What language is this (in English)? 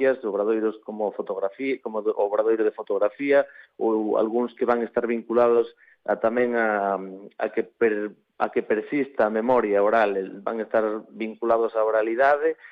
Galician